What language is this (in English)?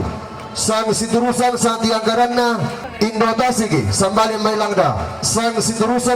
Toraja-Sa'dan